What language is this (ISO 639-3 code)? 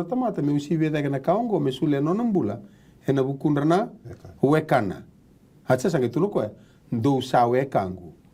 fij